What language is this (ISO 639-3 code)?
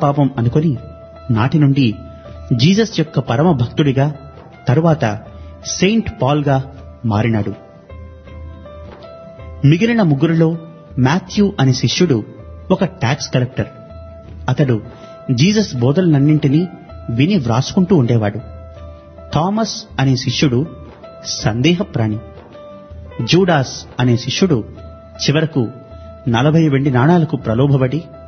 tel